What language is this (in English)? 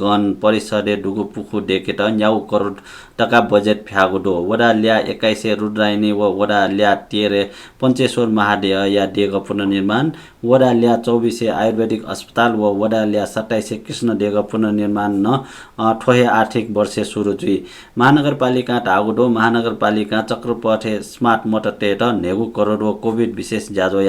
Newari